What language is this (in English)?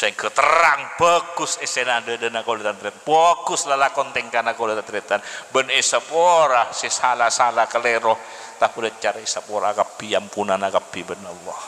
Madurese